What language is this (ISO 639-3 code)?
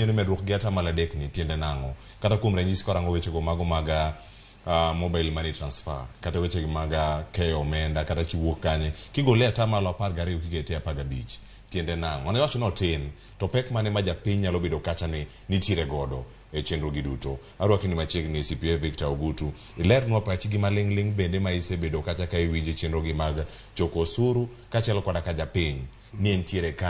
luo